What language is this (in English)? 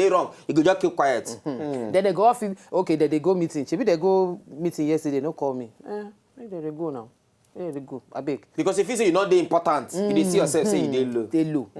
Nigerian Pidgin